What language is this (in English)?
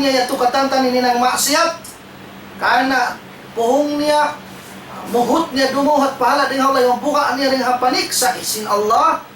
Tausug